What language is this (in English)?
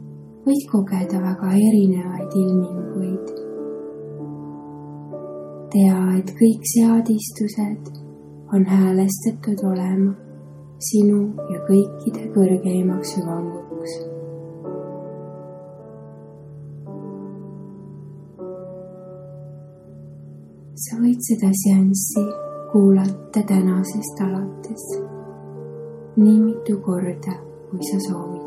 Estonian